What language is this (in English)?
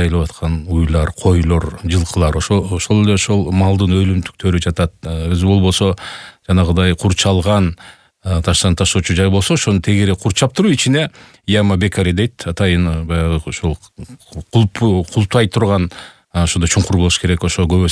Kyrgyz